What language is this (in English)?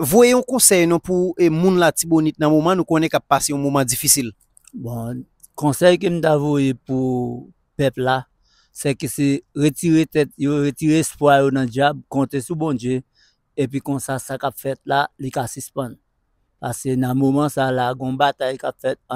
Haitian Creole